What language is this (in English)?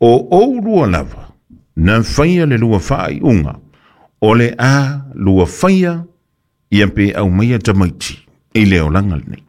Samoan